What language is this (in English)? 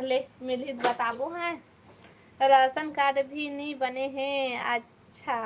Chhattisgarhi